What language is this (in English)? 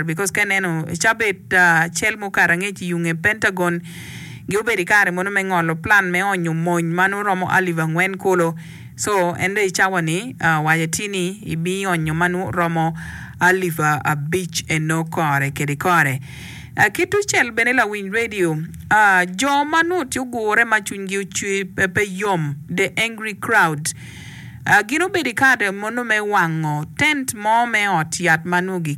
Acoli